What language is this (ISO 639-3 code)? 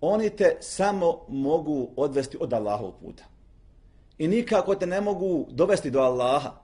bos